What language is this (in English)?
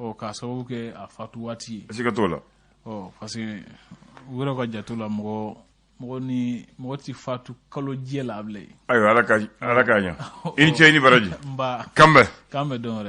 Bambara